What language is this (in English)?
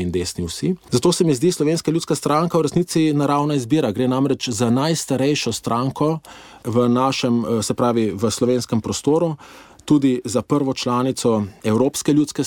Slovenian